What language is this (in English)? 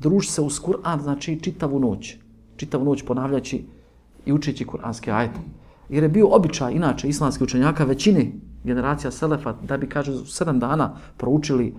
Bosnian